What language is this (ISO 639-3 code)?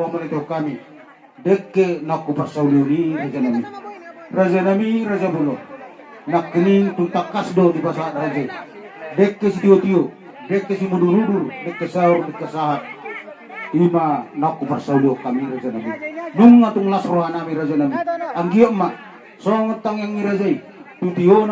bbc